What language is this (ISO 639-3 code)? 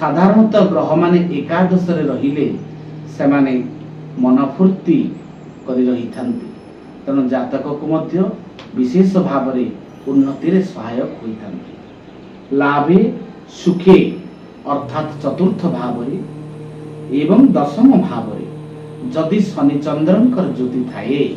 ori